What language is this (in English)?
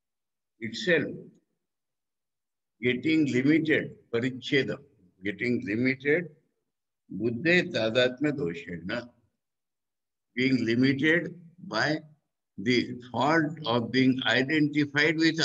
English